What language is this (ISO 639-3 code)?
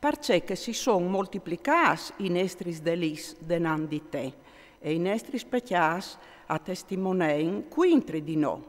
fur